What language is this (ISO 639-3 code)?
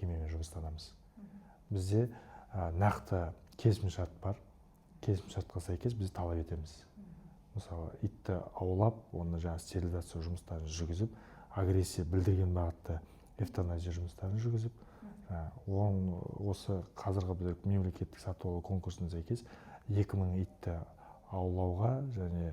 kaz